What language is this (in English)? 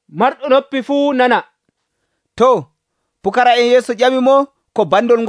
Nigerian Fulfulde